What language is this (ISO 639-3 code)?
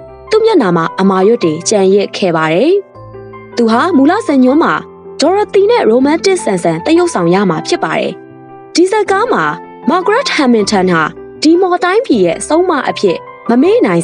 mya